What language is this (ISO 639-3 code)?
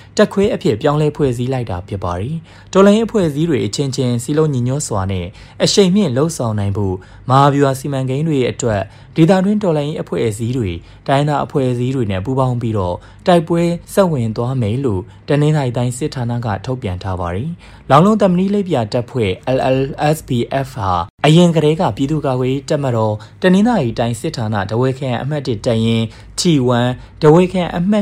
mya